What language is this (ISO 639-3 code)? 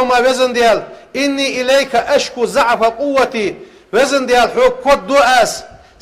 inh